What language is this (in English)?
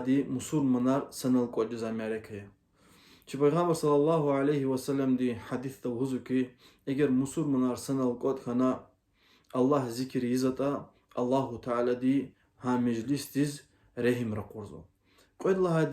Lezghian